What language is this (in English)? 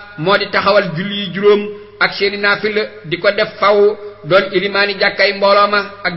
Wolof